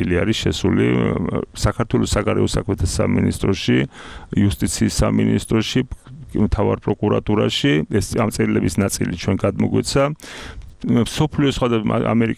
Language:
Georgian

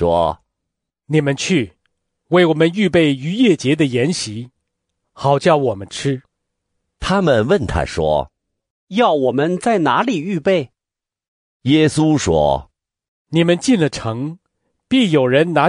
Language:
Chinese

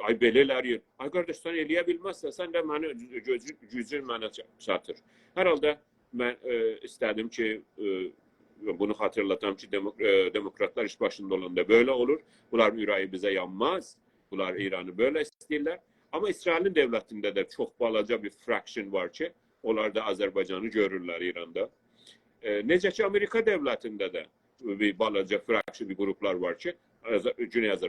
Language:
South Azerbaijani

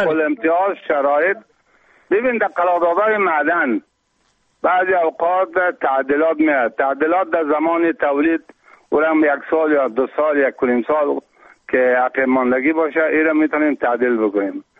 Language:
Persian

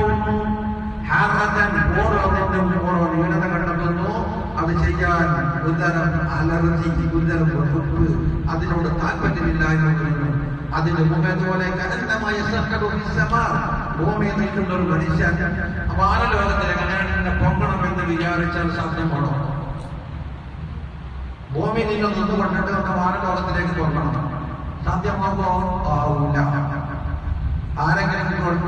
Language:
Malayalam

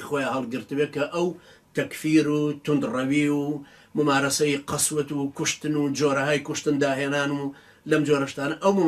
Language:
Central Kurdish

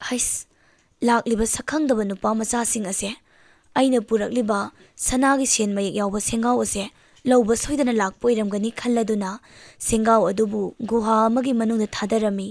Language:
Manipuri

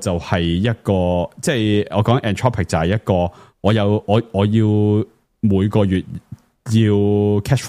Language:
Cantonese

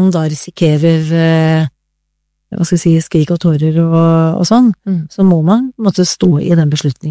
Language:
Norwegian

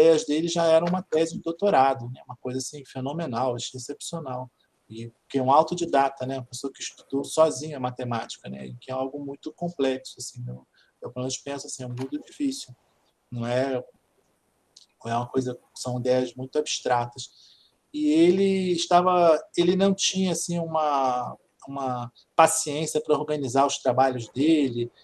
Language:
Portuguese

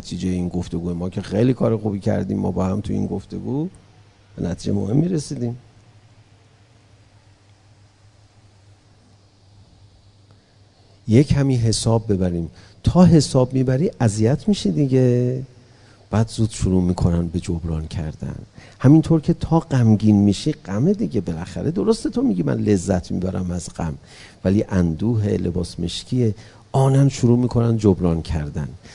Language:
Persian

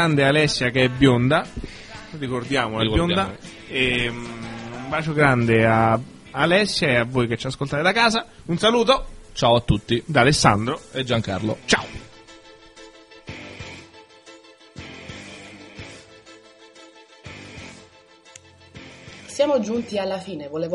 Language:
Italian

